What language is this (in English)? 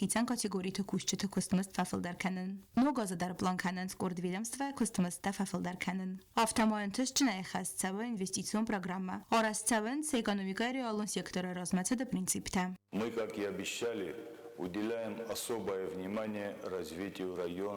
Ossetic